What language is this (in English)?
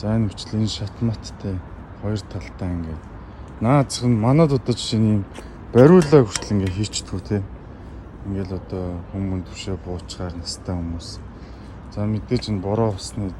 Mongolian